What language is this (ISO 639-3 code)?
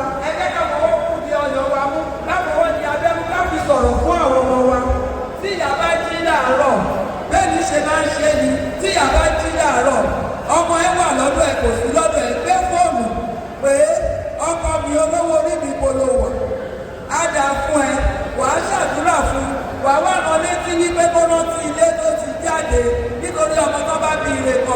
yor